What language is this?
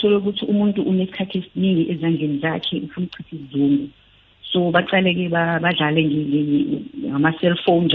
South Ndebele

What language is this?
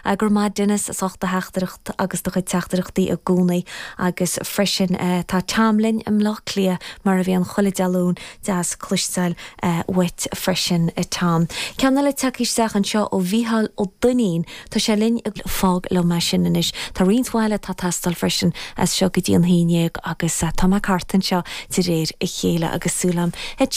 Irish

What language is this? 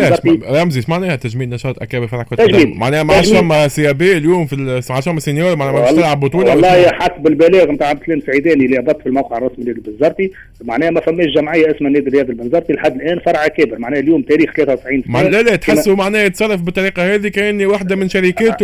Tunisian Arabic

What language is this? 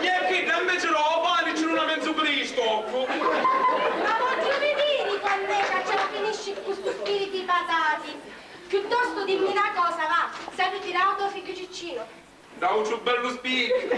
Sicilian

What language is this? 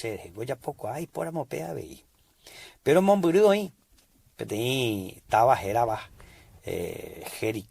Guarani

